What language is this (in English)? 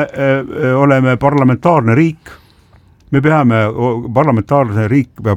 Estonian